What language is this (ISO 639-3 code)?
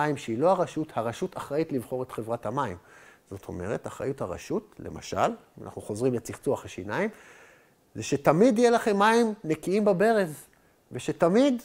heb